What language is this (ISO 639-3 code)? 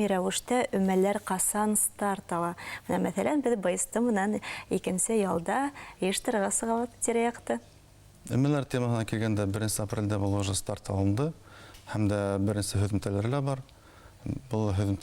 bak